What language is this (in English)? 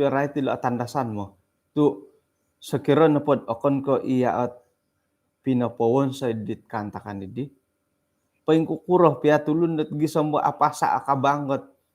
Central Dusun